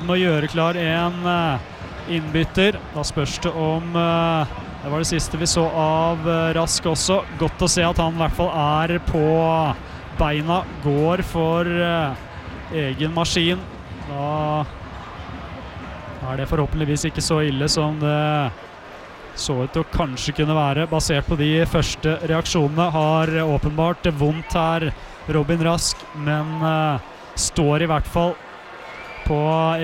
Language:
Norwegian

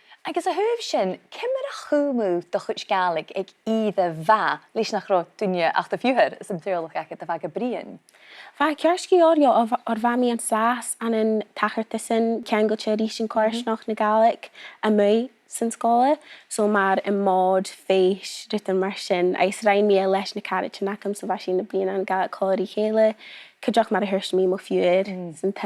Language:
Scottish Gaelic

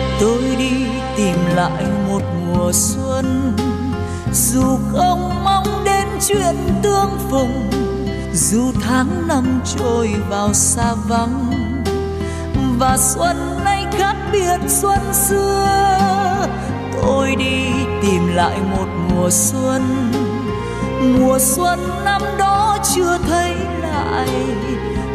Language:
Vietnamese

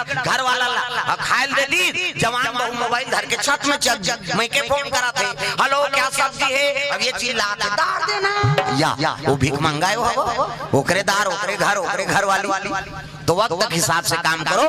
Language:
Chhattisgarhi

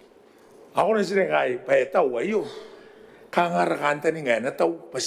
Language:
Gilbertese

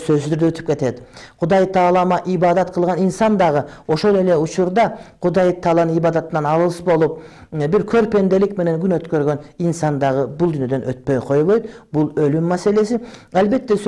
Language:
Kyrgyz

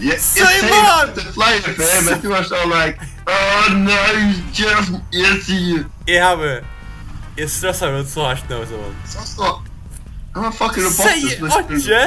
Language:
Faroese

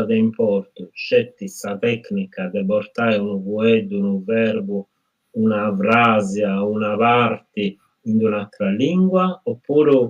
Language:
Sardinian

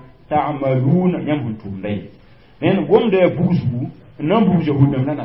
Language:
Mossi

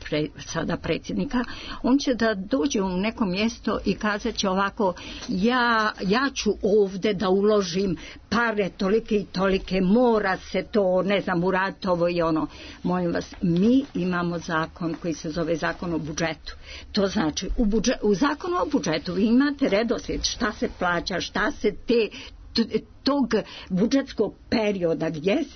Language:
Serbian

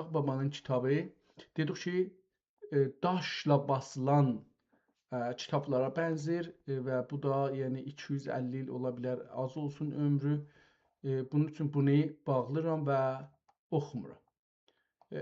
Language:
South Azerbaijani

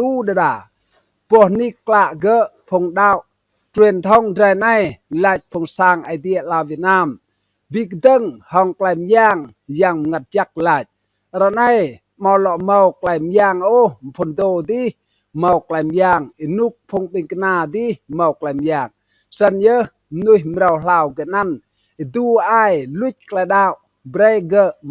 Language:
Rade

